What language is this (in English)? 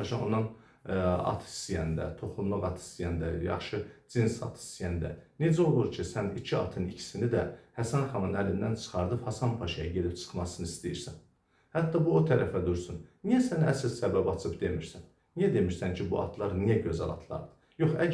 Azerbaijani